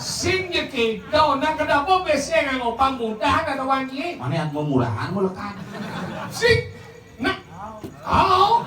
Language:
Balinese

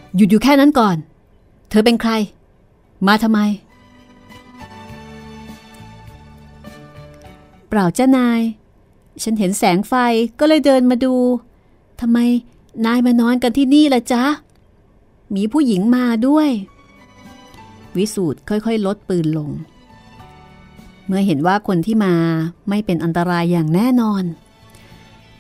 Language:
Thai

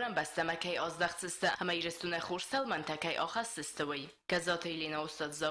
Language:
Ossetic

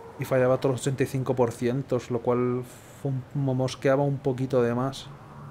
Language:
Spanish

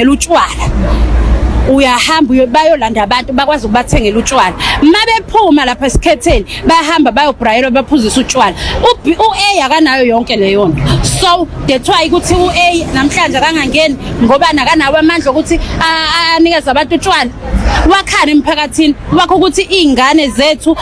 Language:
Zulu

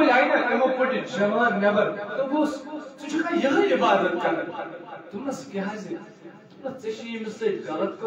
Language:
Kashmiri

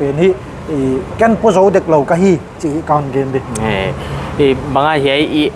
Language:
Paite Chin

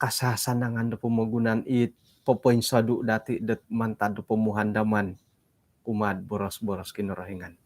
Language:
Central Dusun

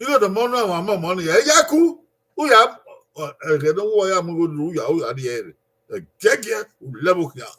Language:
Bini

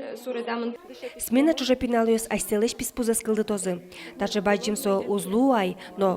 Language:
Udmurt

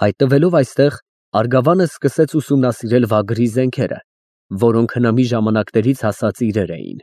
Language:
Armenian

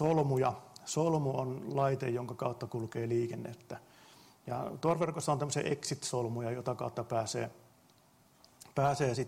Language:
Finnish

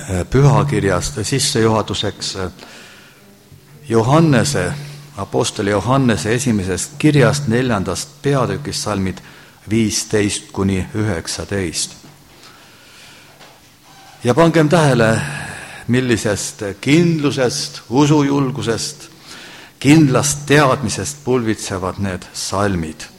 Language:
Estonian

